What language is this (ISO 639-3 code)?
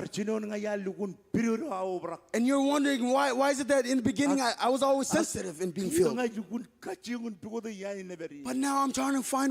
mah